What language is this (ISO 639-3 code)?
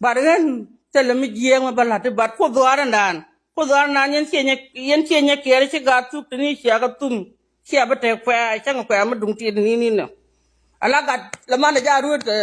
nus